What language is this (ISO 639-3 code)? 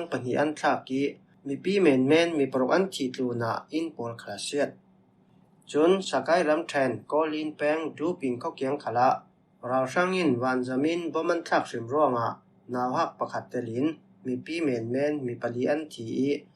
cfm